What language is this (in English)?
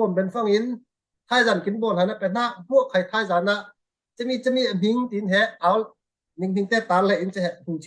Falam Chin